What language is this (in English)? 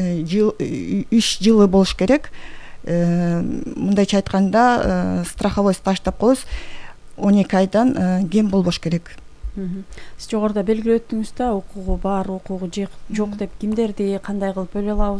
Kyrgyz